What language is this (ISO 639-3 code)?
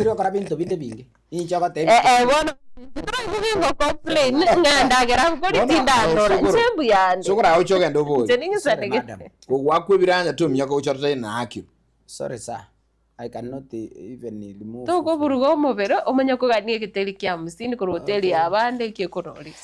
guz